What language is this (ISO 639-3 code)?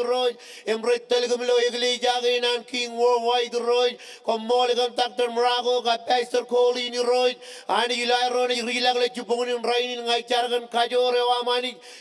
mah